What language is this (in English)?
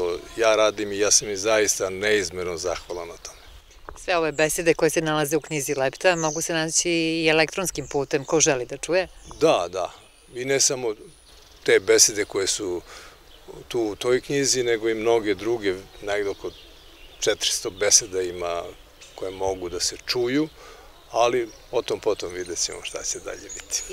Serbian